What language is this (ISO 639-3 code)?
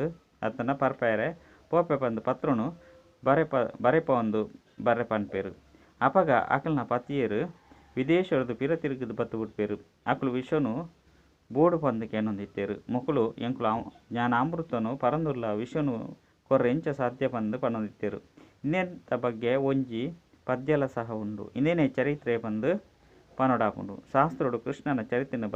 tcy